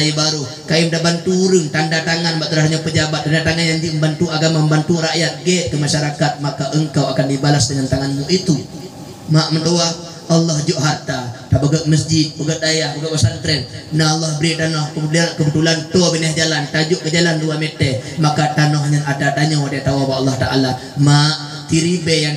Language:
Achinese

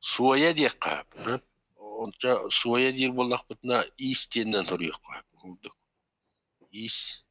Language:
Yakut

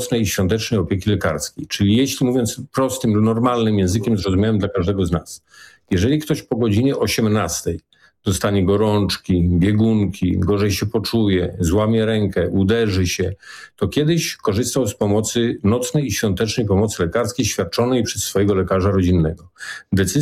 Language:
Polish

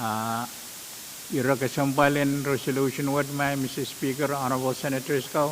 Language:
Pohnpeian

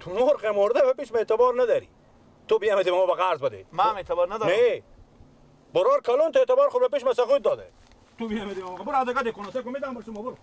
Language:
Persian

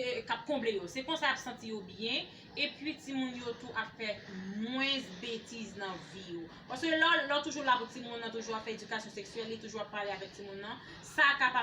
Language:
Haitian Creole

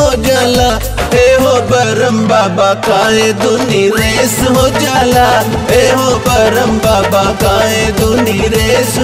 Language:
Bhojpuri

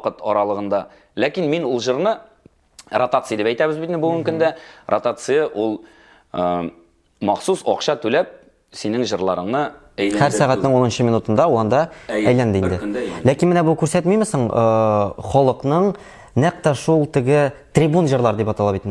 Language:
Tatar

